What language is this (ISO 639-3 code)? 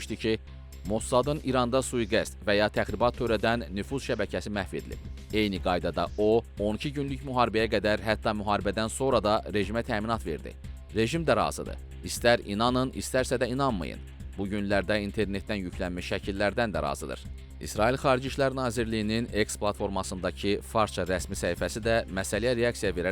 aze